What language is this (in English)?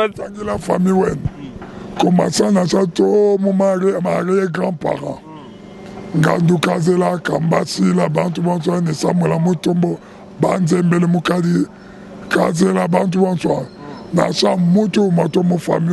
Luba-Lulua